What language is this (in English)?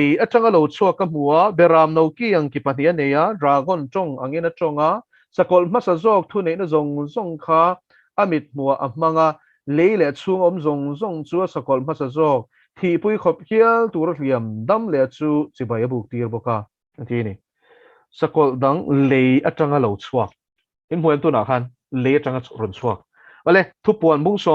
Mizo